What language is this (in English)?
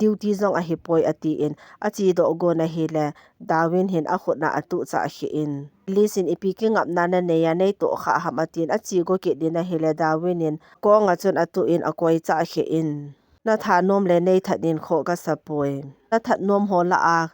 Thado Chin